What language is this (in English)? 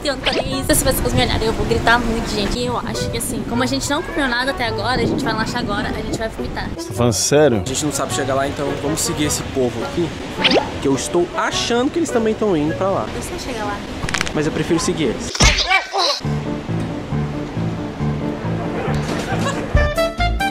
Portuguese